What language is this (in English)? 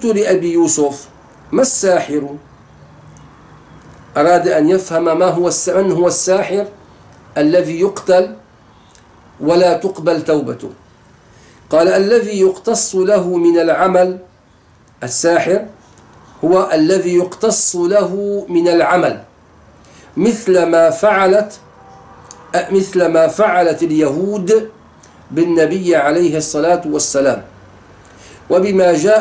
Arabic